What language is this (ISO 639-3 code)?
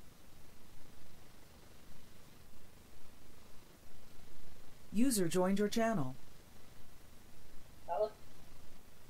ron